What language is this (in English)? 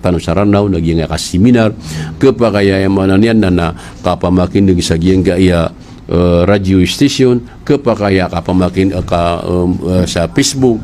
Maranao